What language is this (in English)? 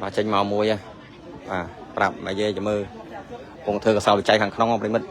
Khmer